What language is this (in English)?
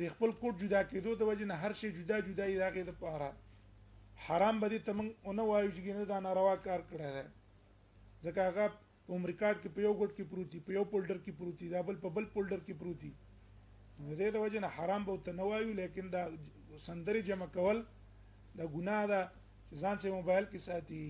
Pashto